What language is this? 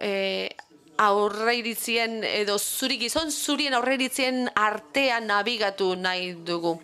Basque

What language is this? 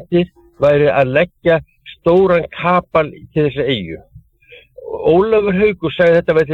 Icelandic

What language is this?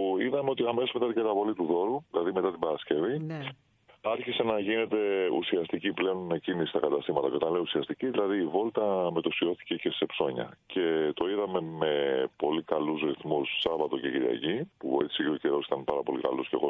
Greek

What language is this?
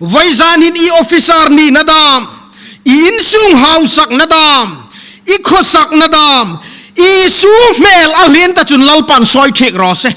Hmar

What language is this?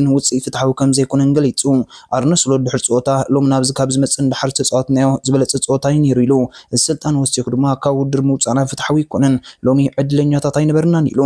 Tigrinya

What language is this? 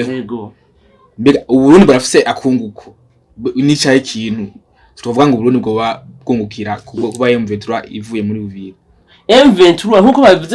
Rundi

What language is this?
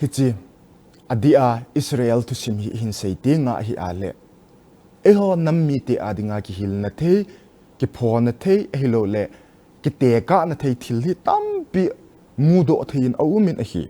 Thado Chin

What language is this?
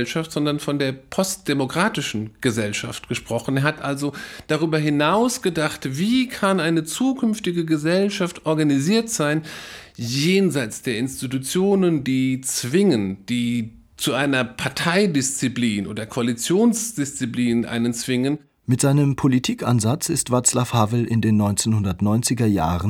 German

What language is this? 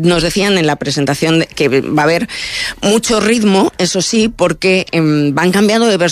Spanish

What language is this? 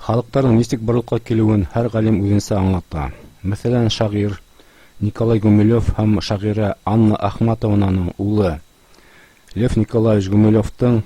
Bashkir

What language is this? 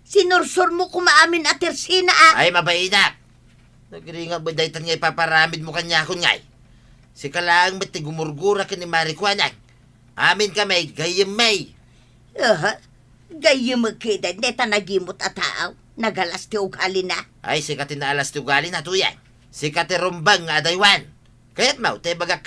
Iloko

